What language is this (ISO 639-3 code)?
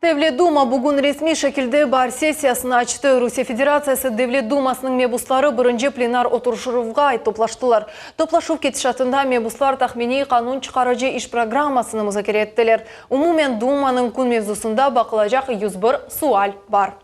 crh